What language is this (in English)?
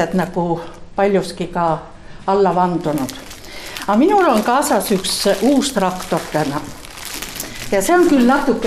Estonian